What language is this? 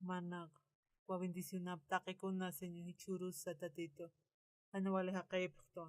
Aymara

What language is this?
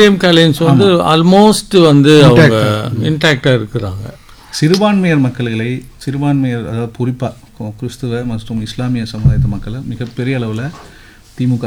Tamil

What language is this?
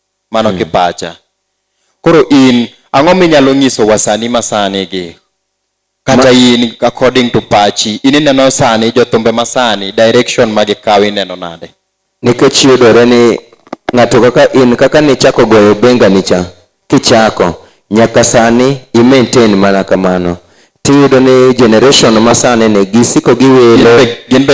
Luo (Kenya and Tanzania)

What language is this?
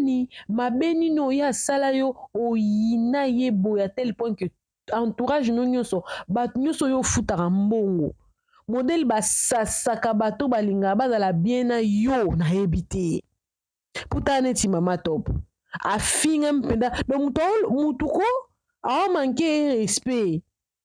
Lingala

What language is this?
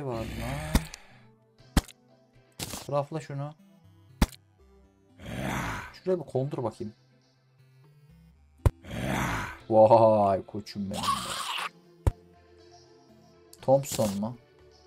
Turkish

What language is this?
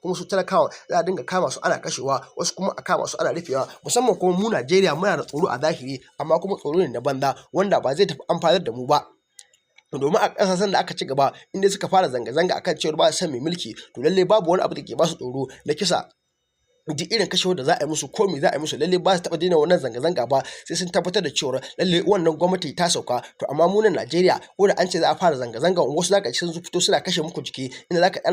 Hausa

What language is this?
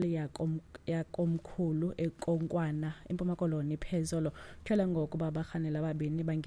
Xhosa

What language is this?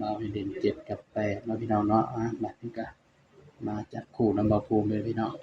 Northeastern Thai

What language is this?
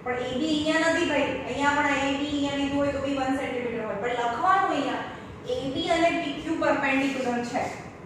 Gujarati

